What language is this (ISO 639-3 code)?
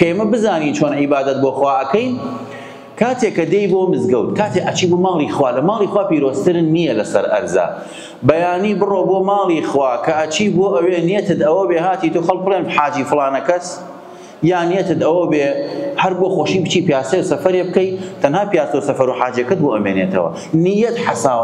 ckb